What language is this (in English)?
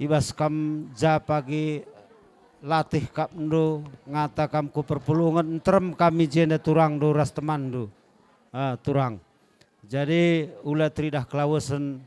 Batak Karo